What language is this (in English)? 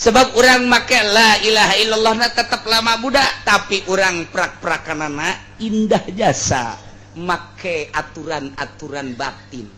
Sundanese